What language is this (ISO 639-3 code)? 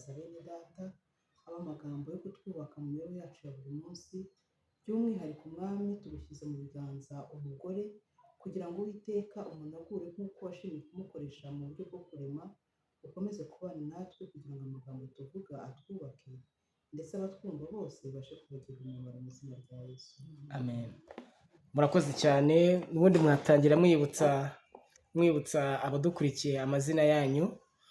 kin